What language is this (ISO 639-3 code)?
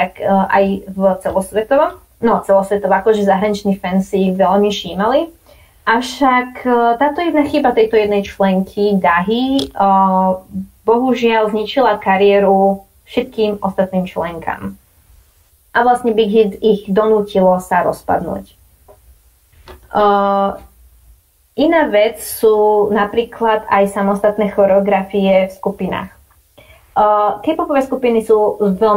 slk